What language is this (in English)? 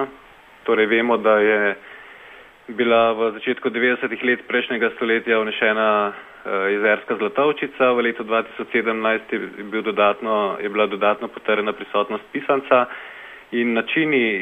Slovenian